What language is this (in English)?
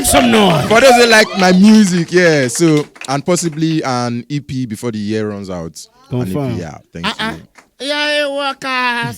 Nigerian Pidgin